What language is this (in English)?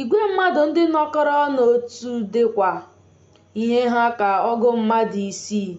Igbo